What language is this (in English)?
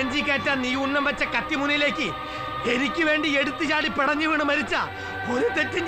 Malayalam